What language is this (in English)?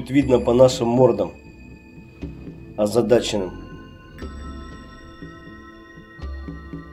Russian